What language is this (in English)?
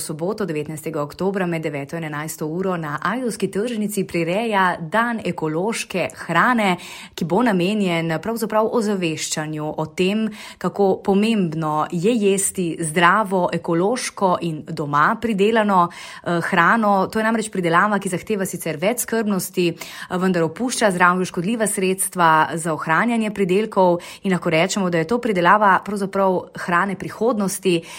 Slovenian